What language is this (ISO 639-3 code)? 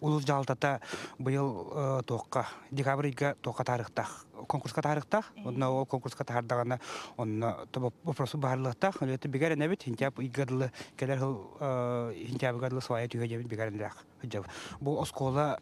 sah